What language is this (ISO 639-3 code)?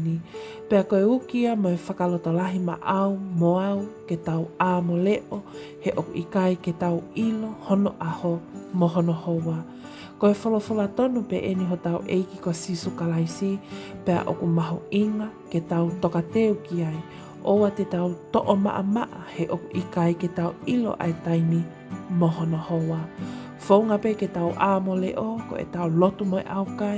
ton